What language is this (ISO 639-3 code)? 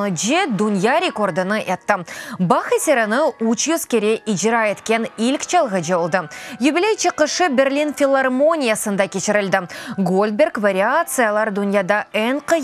crh